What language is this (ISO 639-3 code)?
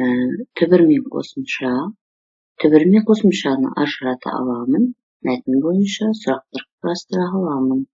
kaz